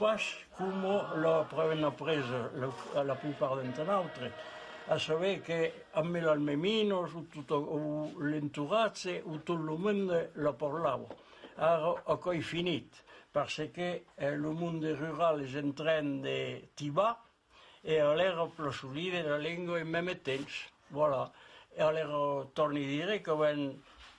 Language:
Occitan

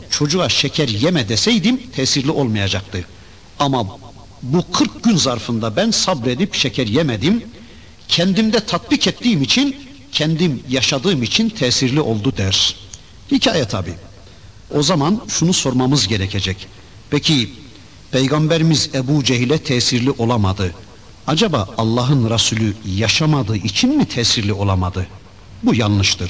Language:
Turkish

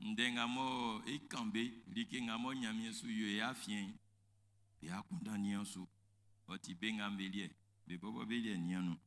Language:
Baoulé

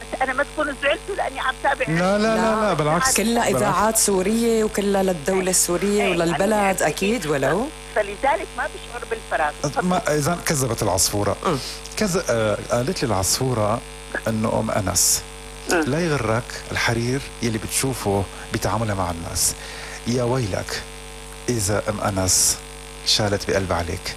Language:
North Levantine Arabic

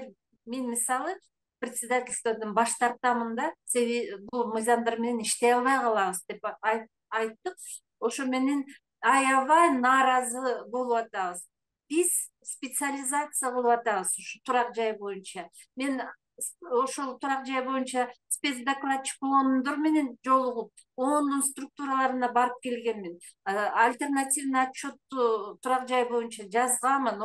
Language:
Kyrgyz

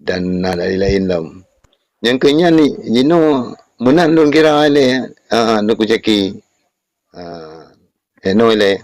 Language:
Achinese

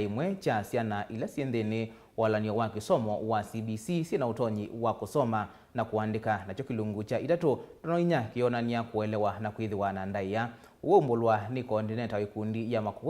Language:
Kamba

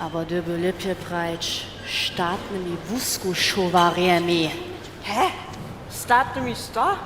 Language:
Upper Sorbian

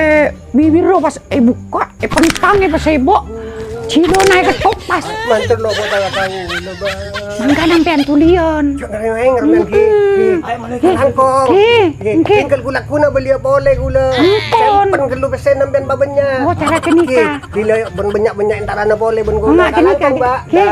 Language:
Madurese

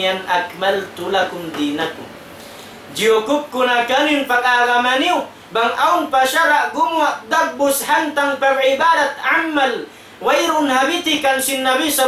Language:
Tausug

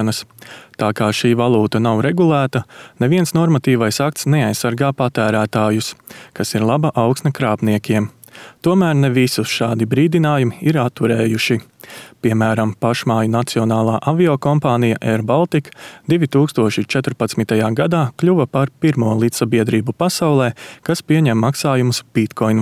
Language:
Latvian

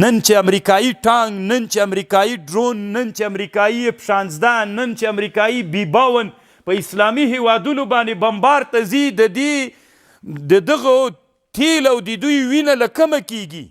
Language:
Pashto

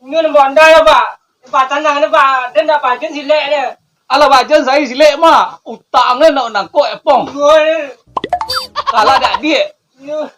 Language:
Minangkabau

